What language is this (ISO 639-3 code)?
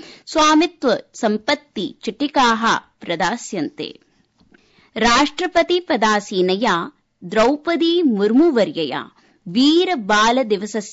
san